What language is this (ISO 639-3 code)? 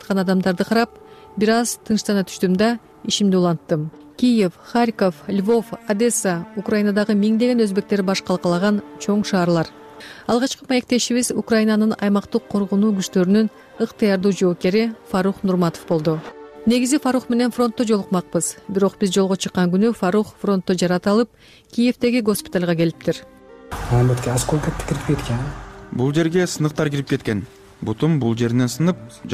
kir